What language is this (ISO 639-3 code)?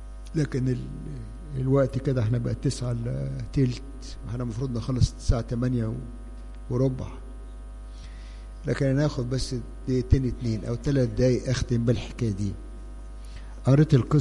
arz